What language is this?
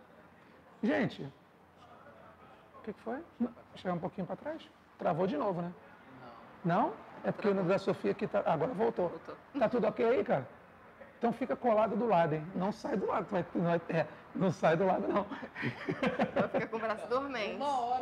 Portuguese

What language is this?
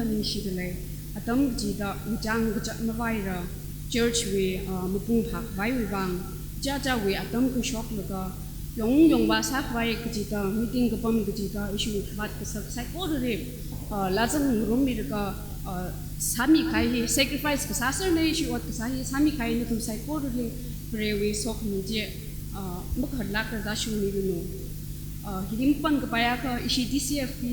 Tangkhul Naga (India)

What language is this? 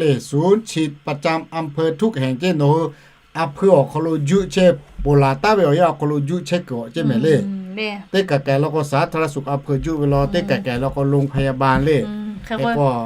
Lahu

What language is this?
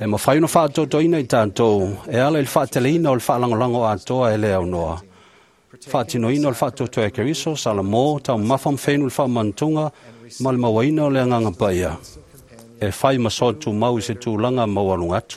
Samoan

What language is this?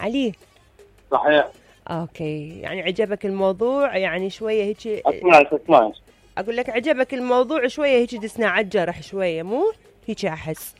Mesopotamian Arabic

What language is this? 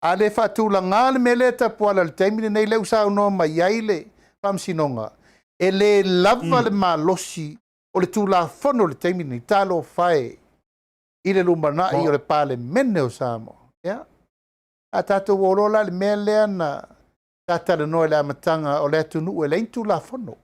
Samoan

